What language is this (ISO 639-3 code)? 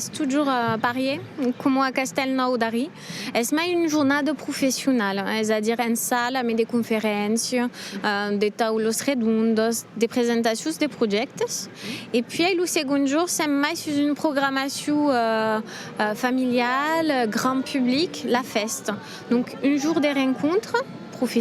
oci